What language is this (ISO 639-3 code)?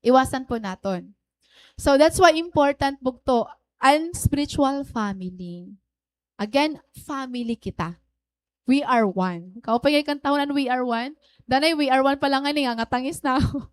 war